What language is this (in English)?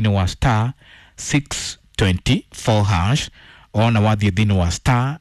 Kikuyu